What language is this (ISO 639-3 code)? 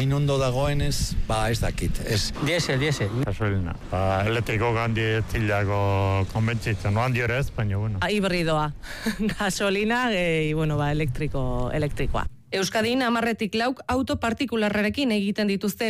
eus